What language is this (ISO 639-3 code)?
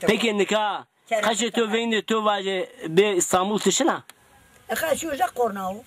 zza